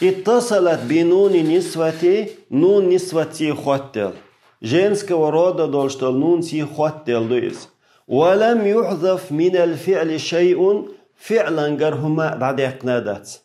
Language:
Chechen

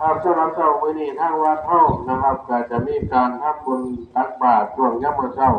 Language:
Northeastern Thai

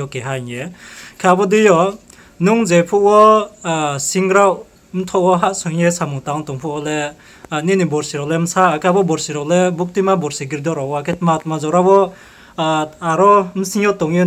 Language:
Riang (India)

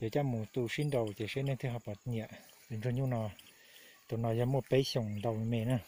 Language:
Hmong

